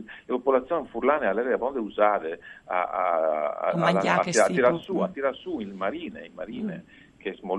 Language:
Friulian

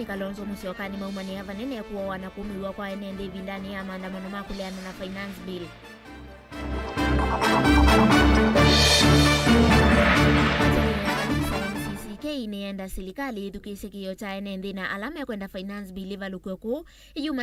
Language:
Kamba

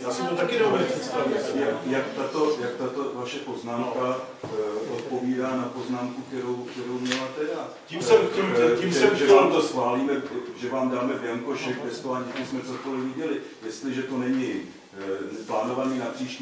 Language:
Czech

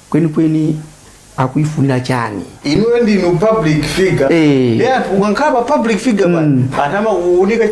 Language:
Nyanja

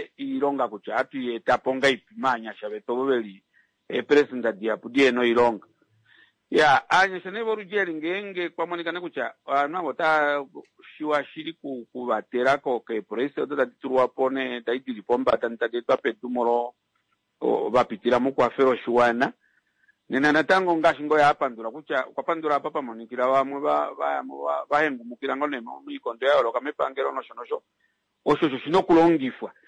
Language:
Kuanyama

